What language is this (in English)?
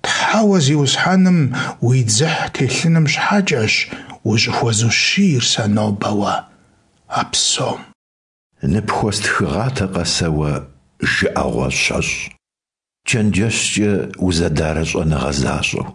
Kabardian